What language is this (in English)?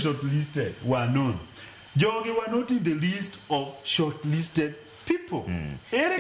Luo (Kenya and Tanzania)